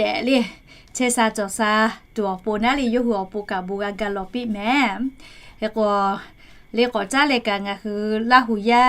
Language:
Lahu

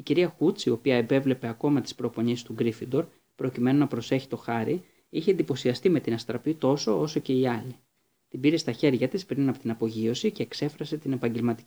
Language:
Greek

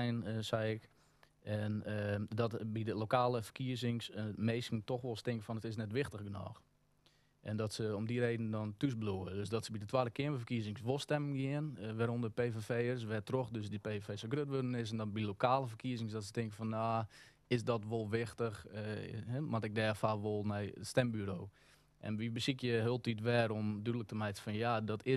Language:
Western Frisian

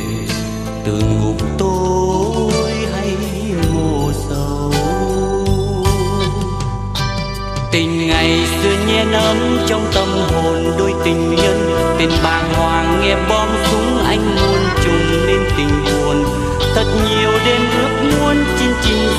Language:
Vietnamese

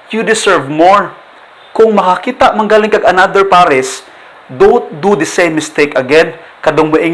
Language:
Cebuano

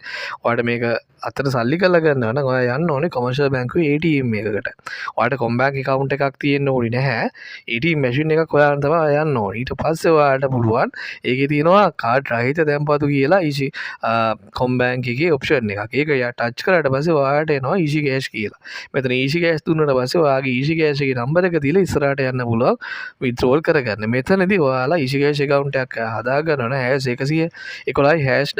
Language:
Sinhala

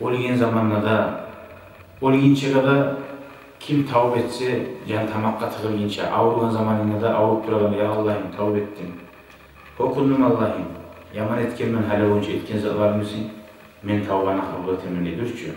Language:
Kumyk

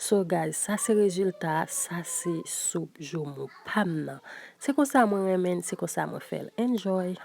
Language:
Haitian Creole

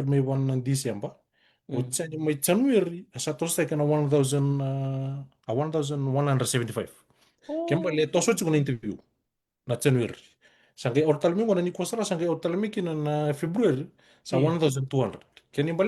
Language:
Fijian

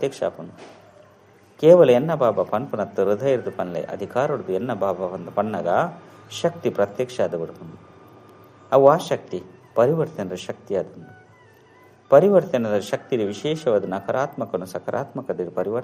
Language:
Tulu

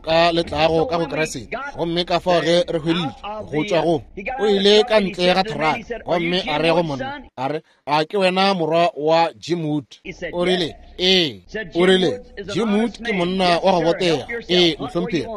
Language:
Northern Sotho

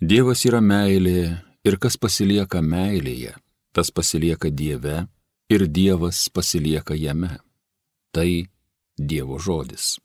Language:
Lithuanian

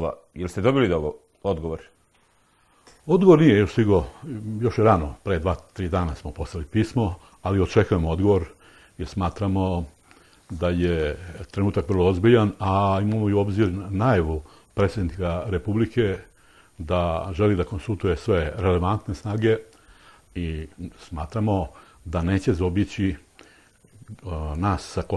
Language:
Serbian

